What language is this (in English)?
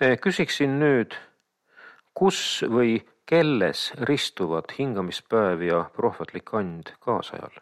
Estonian